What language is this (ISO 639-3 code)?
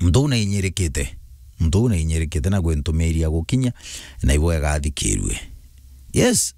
mer